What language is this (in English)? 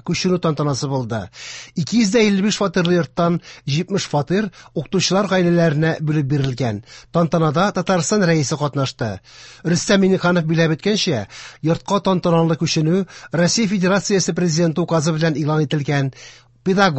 Tatar